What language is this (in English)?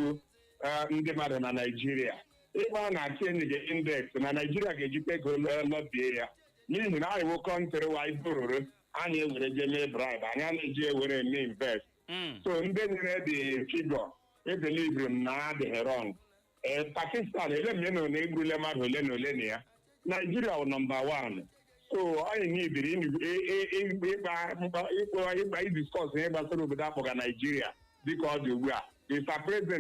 Igbo